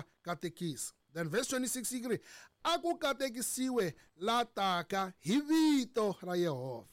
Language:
Tsonga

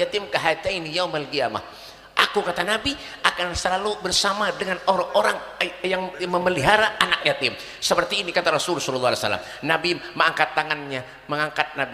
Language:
Banjar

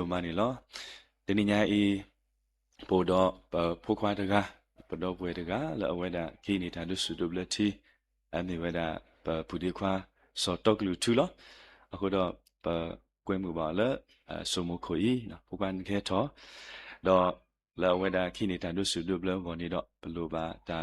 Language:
S'gaw Karen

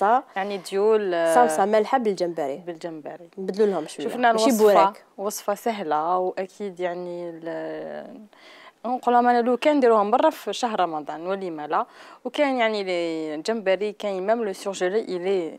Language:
Algerian Arabic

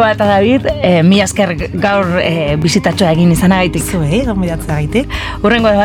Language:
Basque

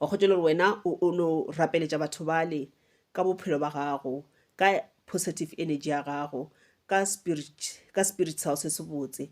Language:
Northern Sotho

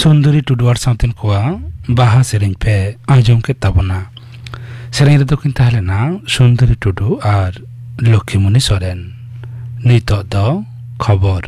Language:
Santali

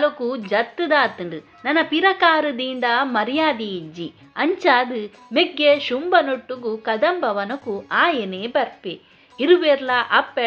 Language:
Tulu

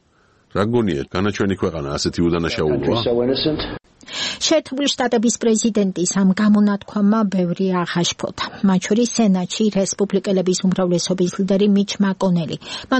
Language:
Georgian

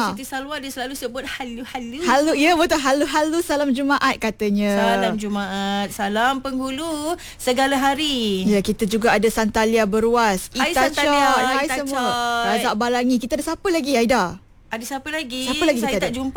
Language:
Malay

